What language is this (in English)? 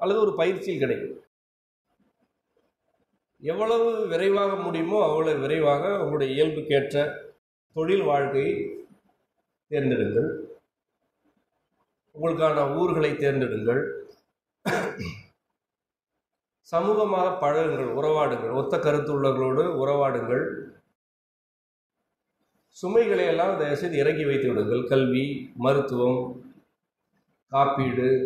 Tamil